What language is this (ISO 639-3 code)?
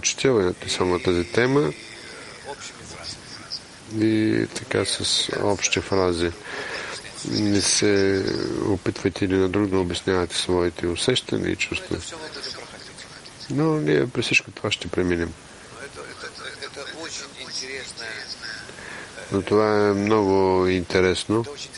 bul